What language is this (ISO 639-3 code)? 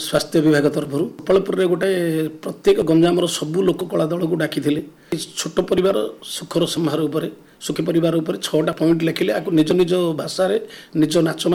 ori